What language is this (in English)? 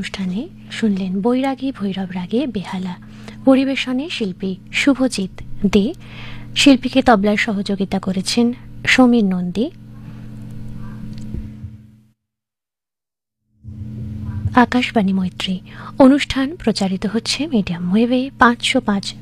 Bangla